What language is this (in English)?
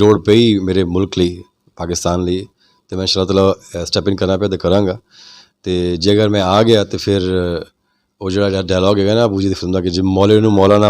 Western Panjabi